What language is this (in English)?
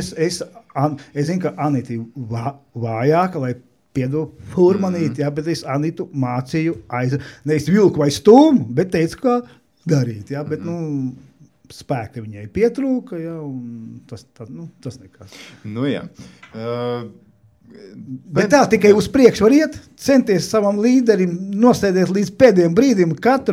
Latvian